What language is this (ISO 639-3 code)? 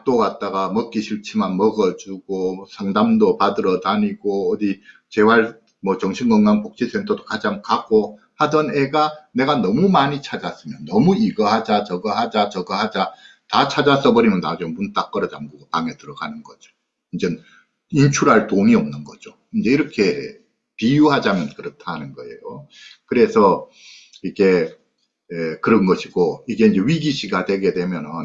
kor